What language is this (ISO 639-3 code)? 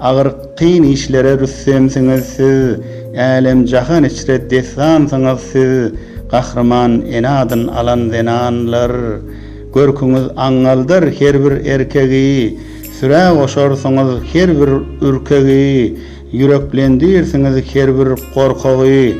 tuk